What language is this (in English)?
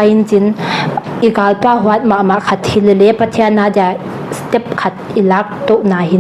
Paite Chin